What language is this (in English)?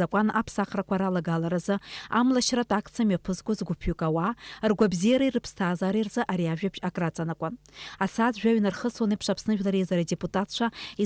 Abkhazian